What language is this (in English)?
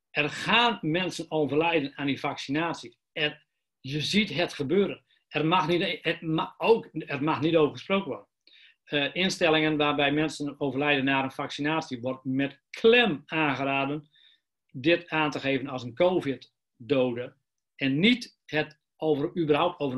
Dutch